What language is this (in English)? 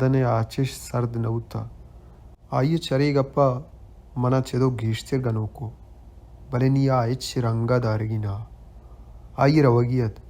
Baluchi